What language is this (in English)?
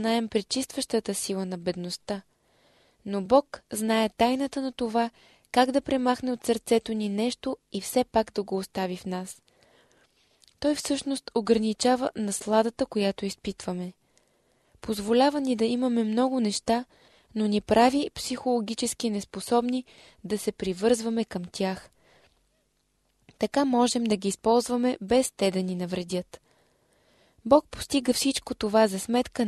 Bulgarian